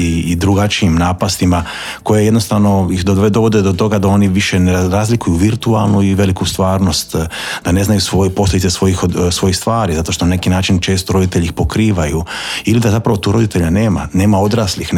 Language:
Croatian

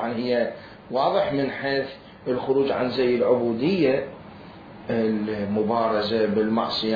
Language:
Mesopotamian Arabic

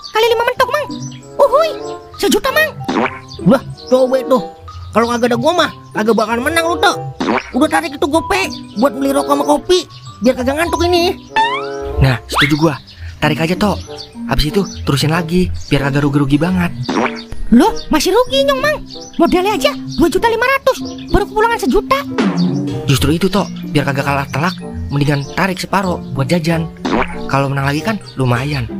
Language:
Betawi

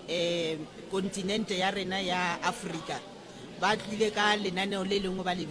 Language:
Northern Sotho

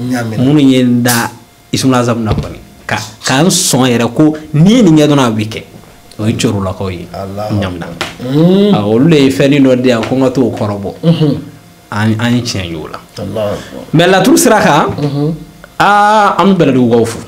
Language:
Bambara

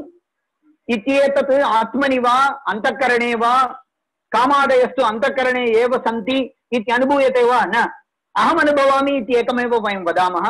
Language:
Sanskrit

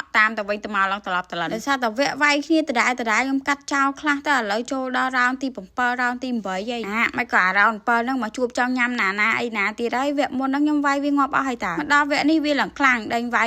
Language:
Khmer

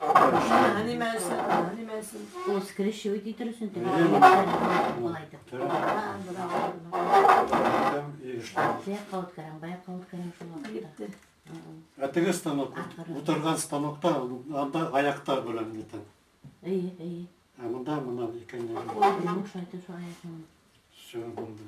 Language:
Bashkir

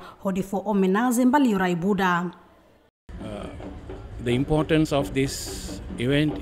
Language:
Tetum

